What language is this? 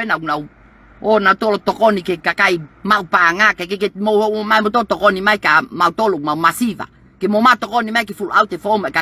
Tongan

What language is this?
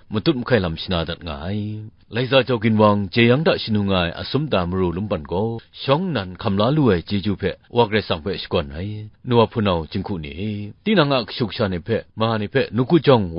Kachin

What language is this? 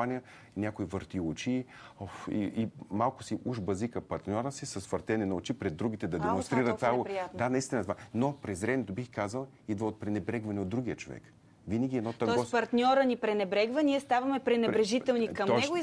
Bulgarian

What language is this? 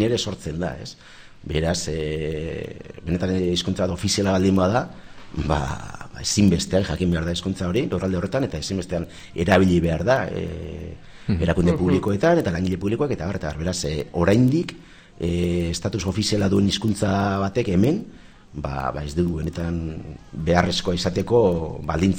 Basque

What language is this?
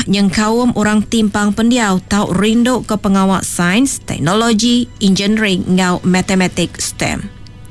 Iban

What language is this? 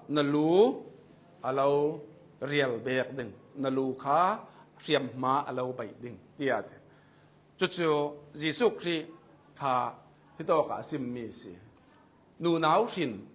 Hakha Chin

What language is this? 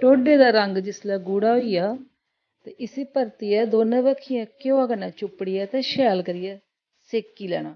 Dogri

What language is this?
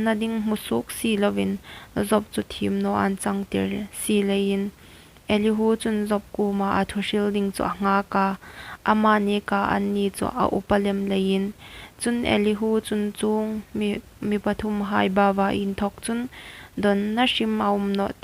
Hmar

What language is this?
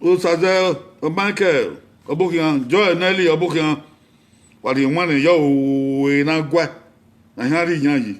Bini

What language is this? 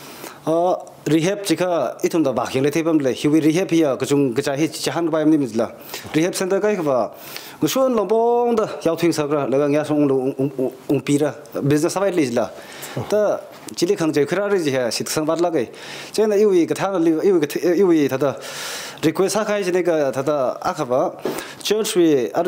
Tangkhul Naga (India)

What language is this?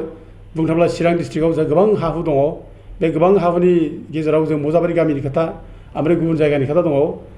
Bodo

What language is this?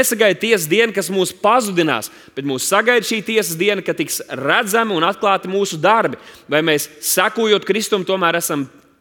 Latvian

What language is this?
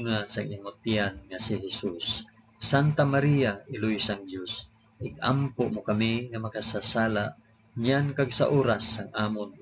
Hiligaynon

